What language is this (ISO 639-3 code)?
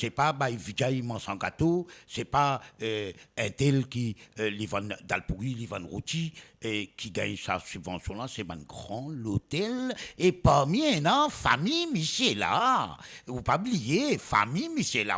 mfe